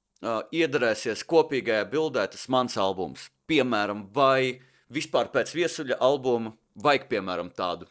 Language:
Latvian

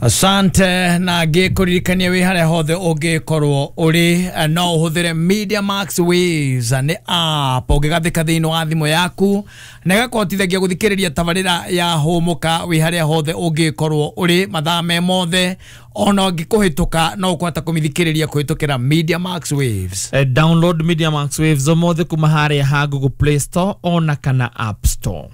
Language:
Kikuyu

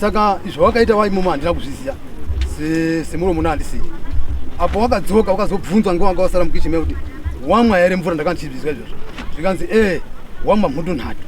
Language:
Shona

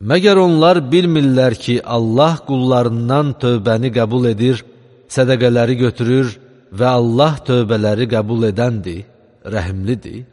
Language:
Azerbaijani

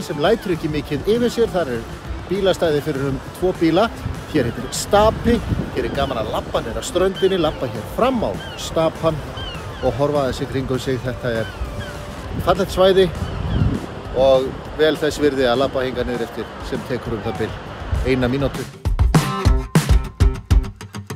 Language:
Icelandic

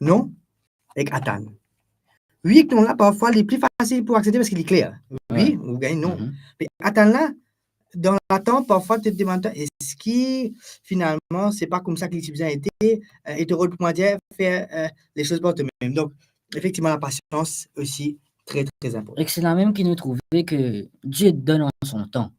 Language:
Morisyen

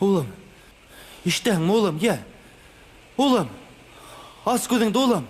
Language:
Bashkir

